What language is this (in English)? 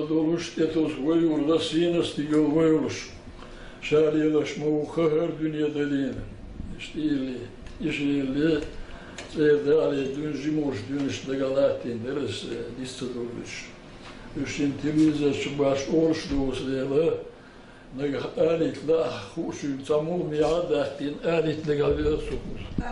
Chechen